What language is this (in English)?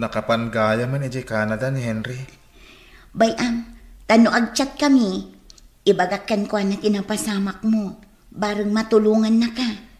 Iloko